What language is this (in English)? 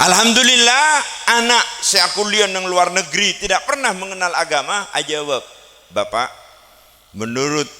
Madurese